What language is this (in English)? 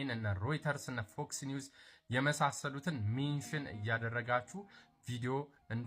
Amharic